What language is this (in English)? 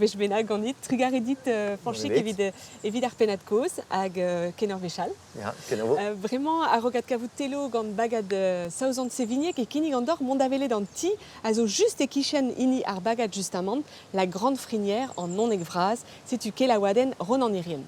Breton